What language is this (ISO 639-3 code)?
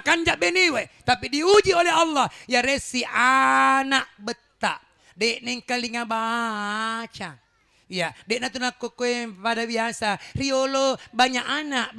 bug